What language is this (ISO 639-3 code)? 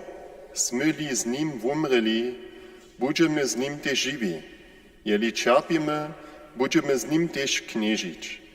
hsb